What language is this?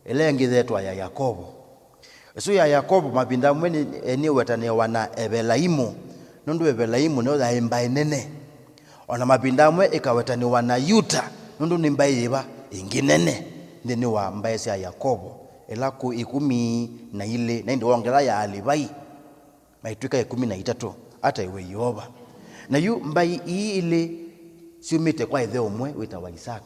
Kamba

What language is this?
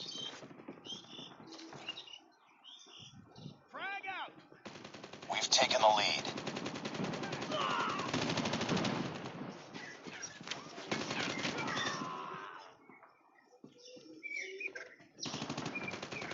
Hindi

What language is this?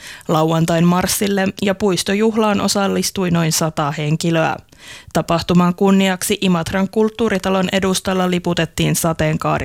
Finnish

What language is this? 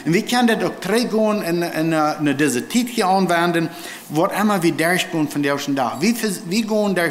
Plautdietsch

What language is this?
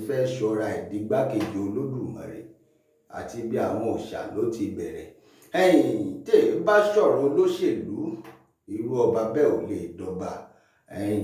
Yoruba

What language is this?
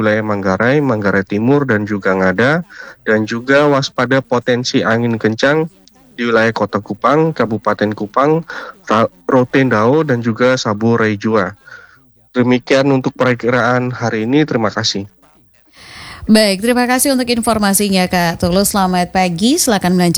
Indonesian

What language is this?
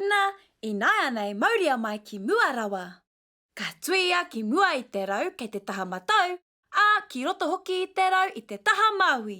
Māori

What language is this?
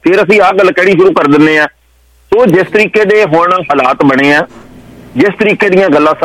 Punjabi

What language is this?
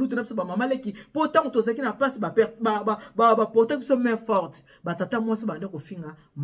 Lingala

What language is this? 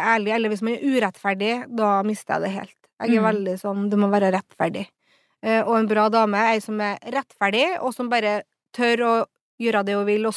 Norwegian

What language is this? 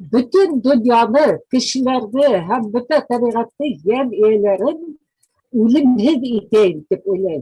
Bashkir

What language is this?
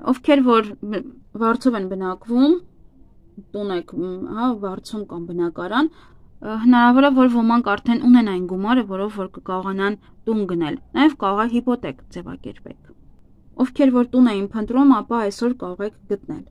Armenian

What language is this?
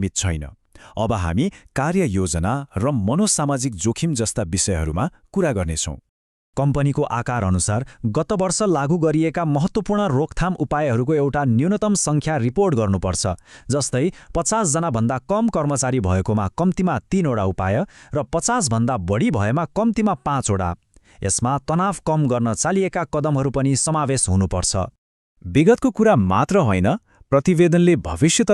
Nepali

